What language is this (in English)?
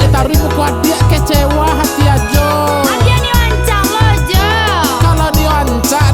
Minangkabau